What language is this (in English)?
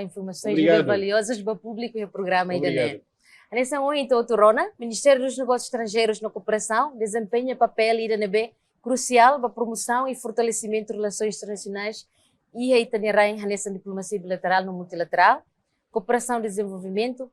Tetum